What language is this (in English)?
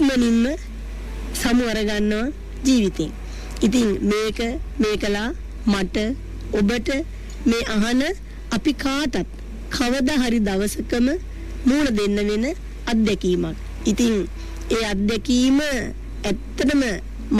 Sinhala